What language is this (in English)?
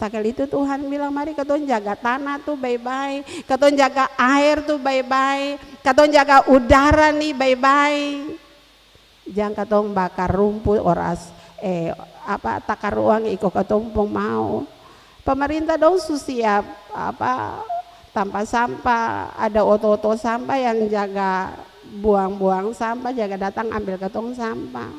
Ambonese Malay